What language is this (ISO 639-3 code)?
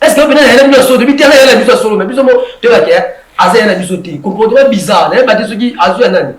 lin